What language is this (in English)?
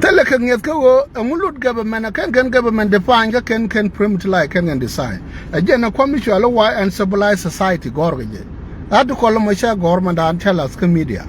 Nuer